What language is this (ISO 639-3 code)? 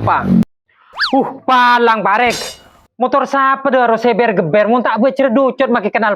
mad